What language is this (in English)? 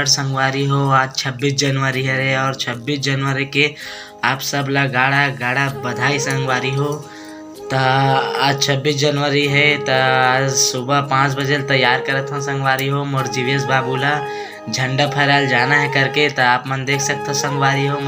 Chhattisgarhi